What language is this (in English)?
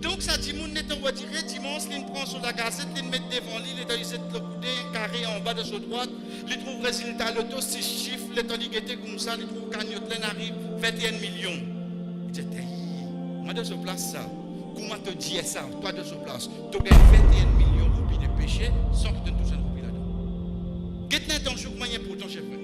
Morisyen